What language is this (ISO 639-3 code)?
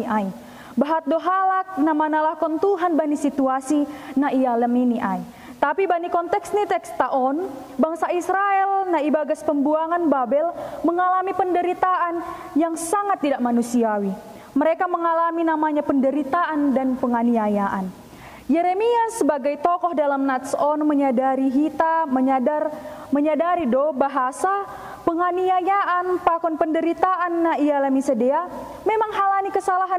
bts